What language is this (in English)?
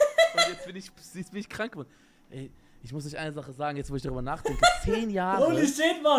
Swiss German